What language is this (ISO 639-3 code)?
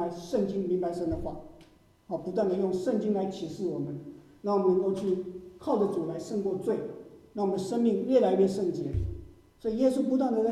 zho